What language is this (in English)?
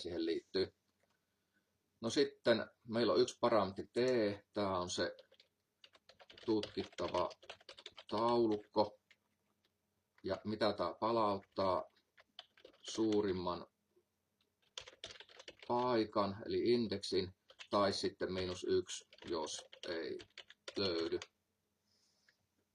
Finnish